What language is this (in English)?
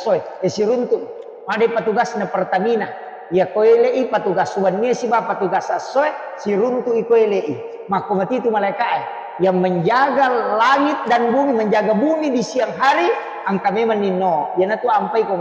Buginese